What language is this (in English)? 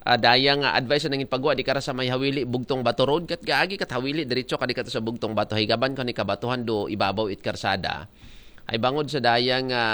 Aklanon